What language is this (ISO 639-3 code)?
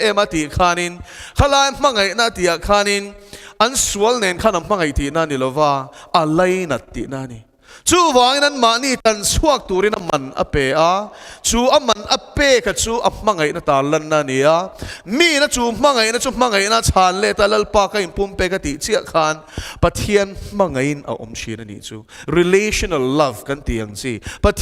lus